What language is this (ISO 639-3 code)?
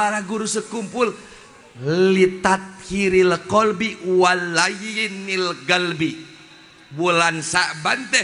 sun